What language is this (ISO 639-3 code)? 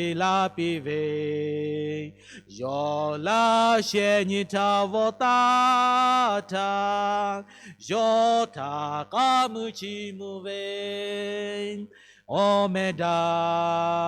lhu